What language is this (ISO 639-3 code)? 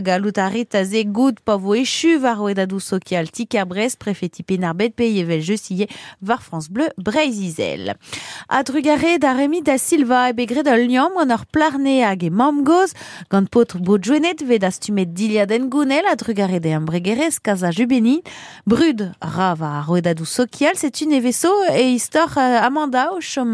bre